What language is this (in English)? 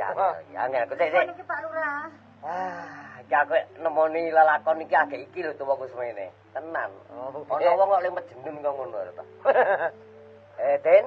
Javanese